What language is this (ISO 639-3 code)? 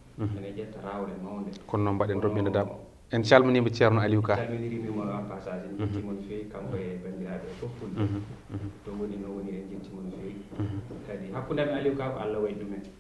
ful